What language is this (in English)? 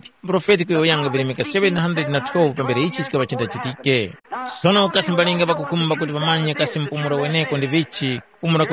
Tumbuka